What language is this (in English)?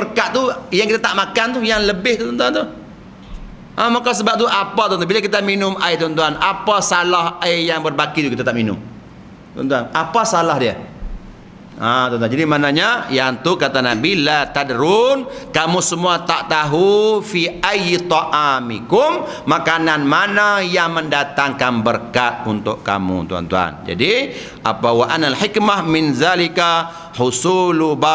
Malay